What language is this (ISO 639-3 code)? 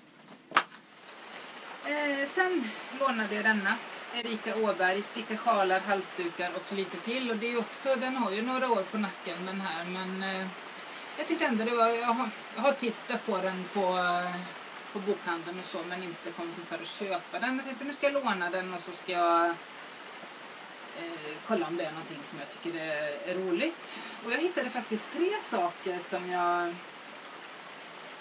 swe